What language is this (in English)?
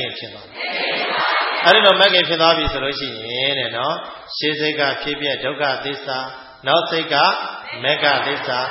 Burmese